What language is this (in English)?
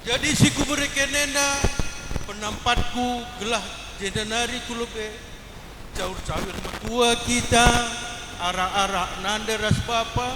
Batak Karo